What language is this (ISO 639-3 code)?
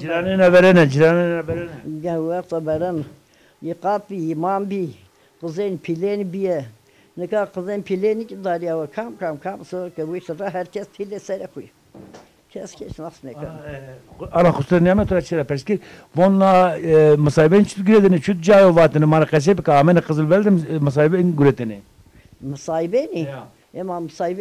zza